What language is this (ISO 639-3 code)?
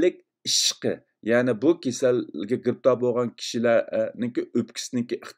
uig